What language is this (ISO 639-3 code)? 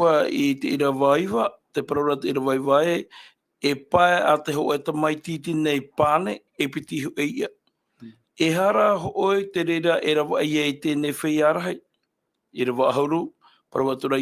tah